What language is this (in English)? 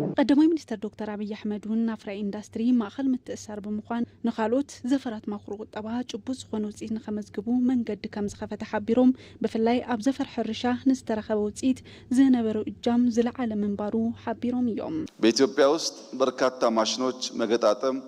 Tigrinya